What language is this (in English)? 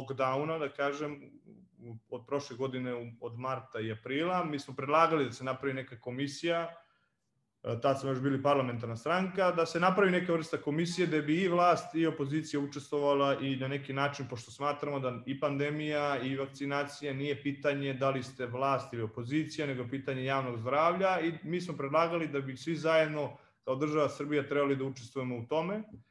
Serbian